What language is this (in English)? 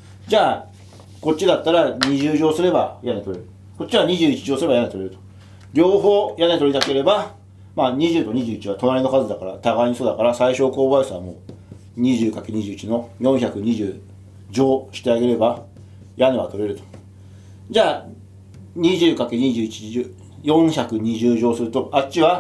Japanese